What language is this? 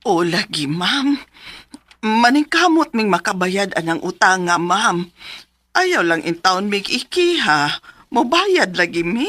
Cebuano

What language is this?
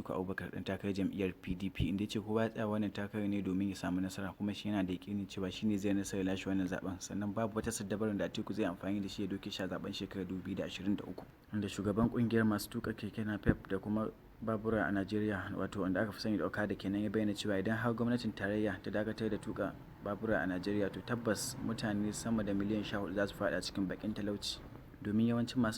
Hausa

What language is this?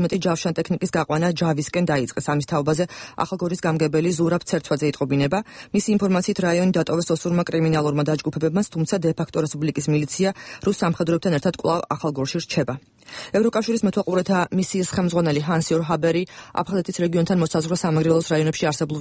Georgian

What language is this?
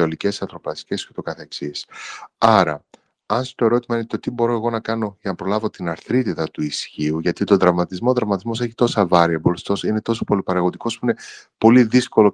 Greek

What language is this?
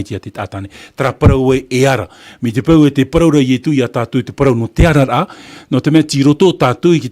Tahitian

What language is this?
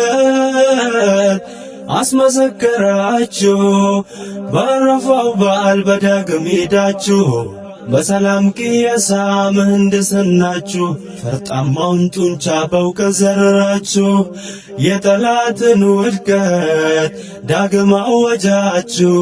Amharic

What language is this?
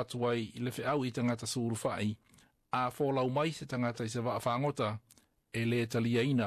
Samoan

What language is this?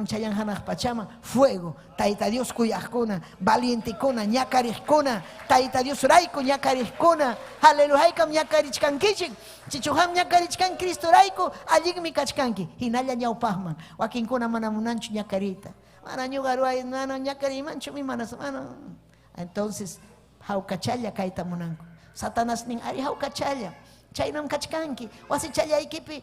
Ayacucho Quechua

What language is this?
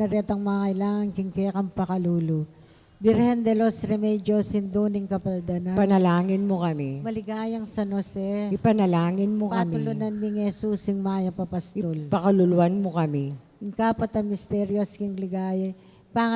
Pampanga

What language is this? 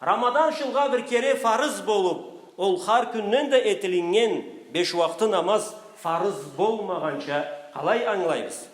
Karachay-Balkar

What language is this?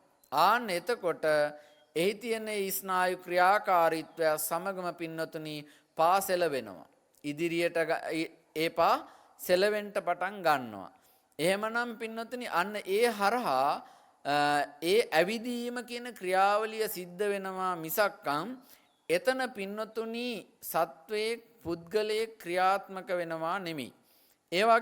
Sinhala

